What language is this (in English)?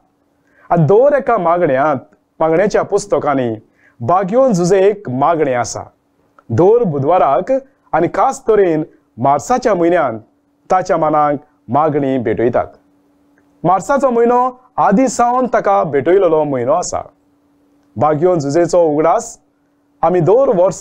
Konkani